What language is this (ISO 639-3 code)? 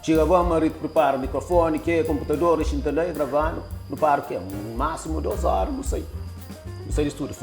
kea